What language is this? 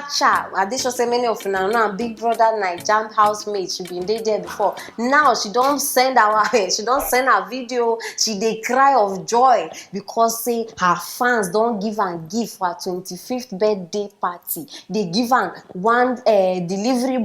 Nigerian Pidgin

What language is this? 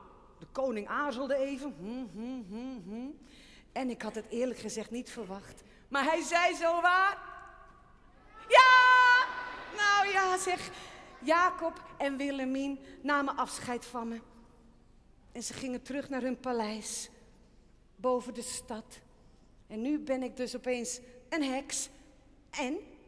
Dutch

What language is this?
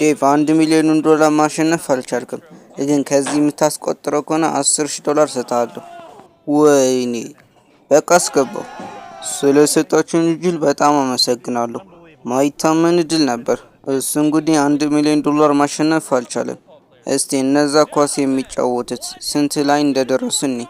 Amharic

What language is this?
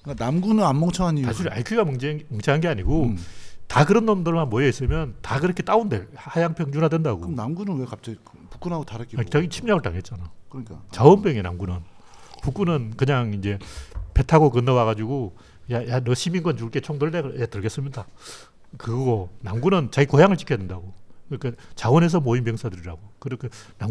Korean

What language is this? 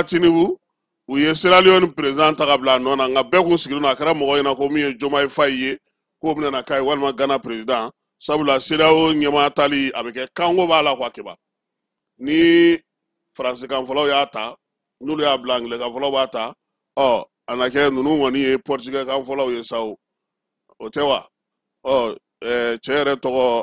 Bambara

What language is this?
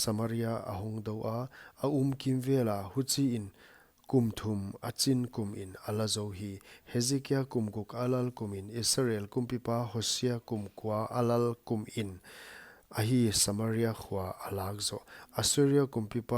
Paite Chin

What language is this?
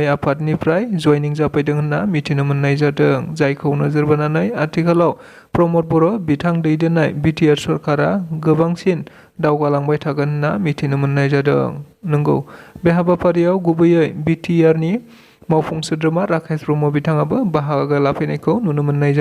Bodo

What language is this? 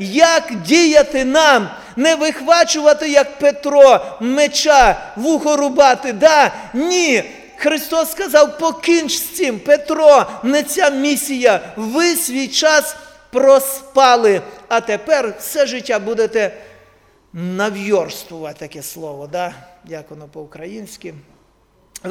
Ukrainian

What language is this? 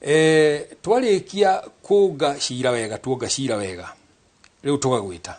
Kikuyu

